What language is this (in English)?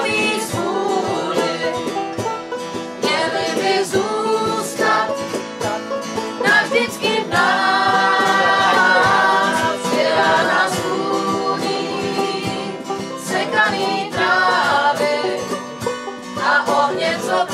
Czech